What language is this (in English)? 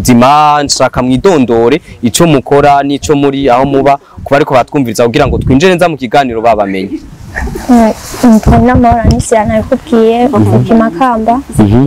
Rundi